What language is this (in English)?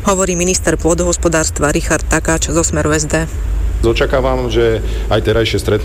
Slovak